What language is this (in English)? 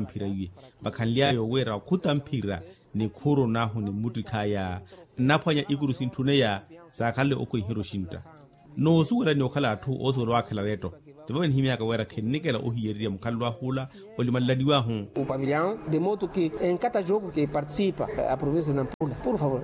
Makhuwa